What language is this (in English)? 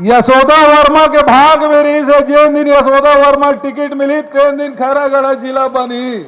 Chhattisgarhi